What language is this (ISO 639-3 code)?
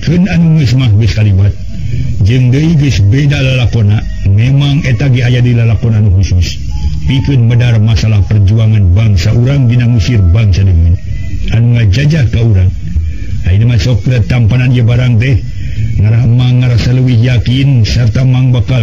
sun